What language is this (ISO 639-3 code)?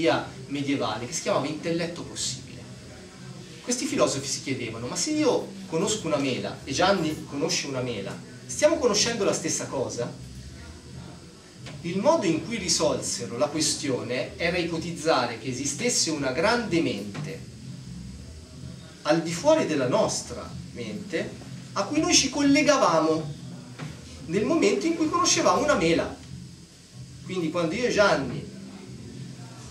ita